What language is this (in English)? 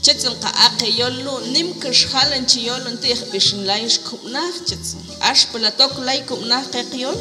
Mam